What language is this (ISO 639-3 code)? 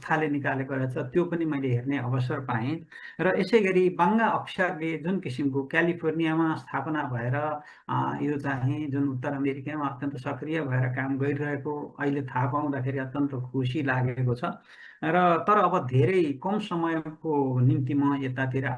nep